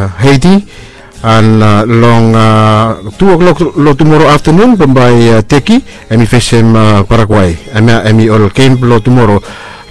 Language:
Bislama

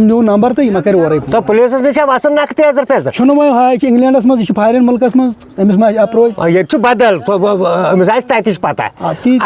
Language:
Kashmiri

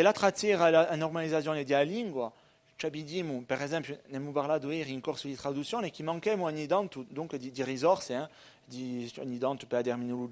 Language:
Corsican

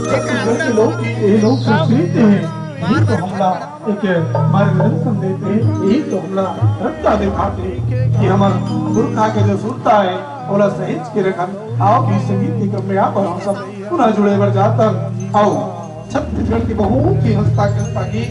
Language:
Chhattisgarhi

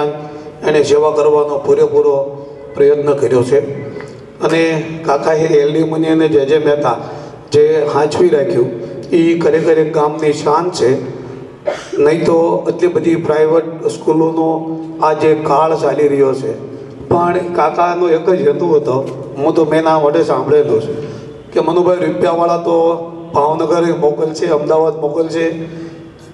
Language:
Gujarati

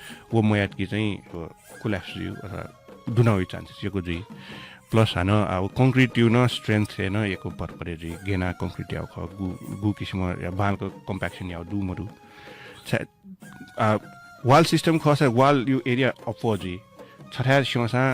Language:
Newari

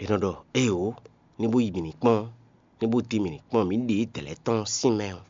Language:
Fon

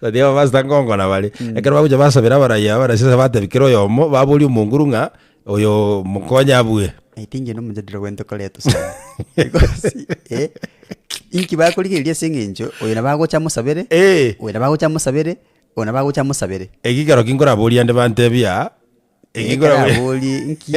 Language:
Gusii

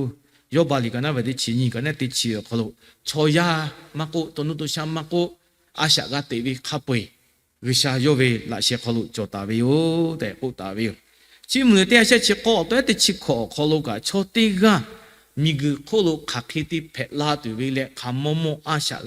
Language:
Lahu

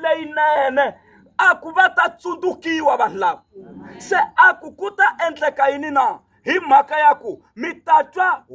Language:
Tsonga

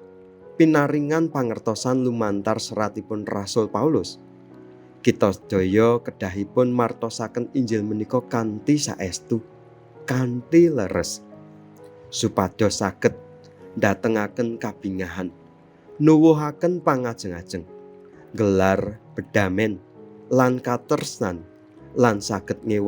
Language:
Javanese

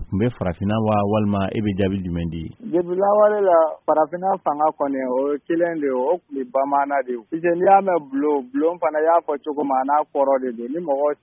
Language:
Bambara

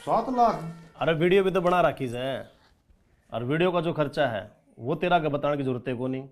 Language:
Haryanvi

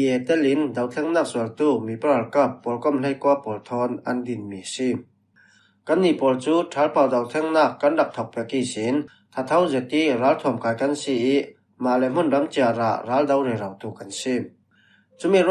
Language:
Falam Chin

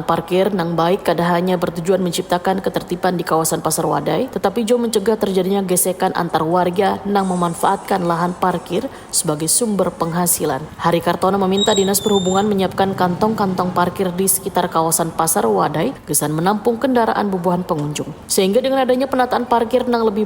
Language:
Banjar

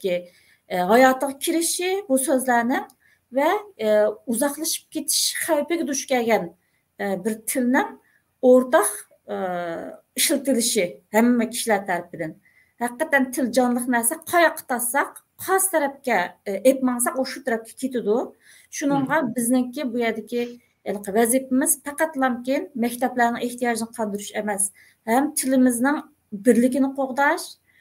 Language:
Uyghur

